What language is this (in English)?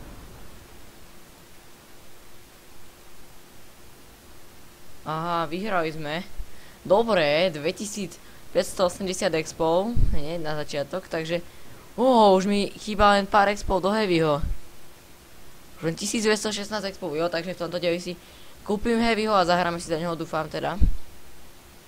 Slovak